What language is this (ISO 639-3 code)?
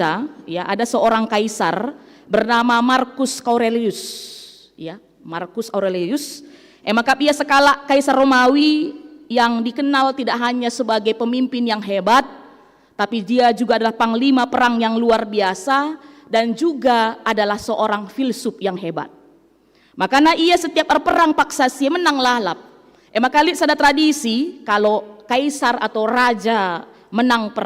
btx